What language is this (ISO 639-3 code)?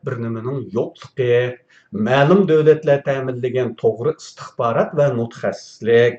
uig